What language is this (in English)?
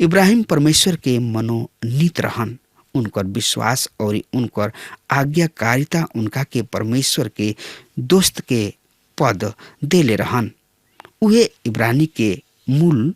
Bhojpuri